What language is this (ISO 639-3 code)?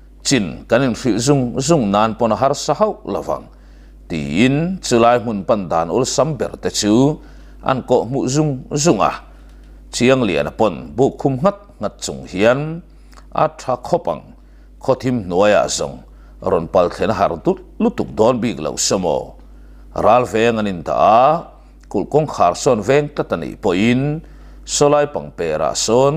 lus